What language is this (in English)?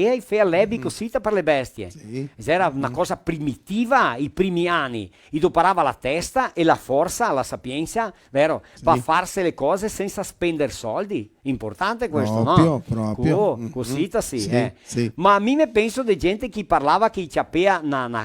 Venetian